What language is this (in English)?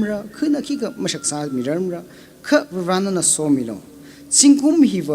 Tangkhul Naga (India)